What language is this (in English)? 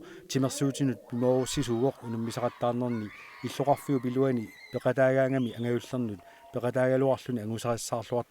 Kalaallisut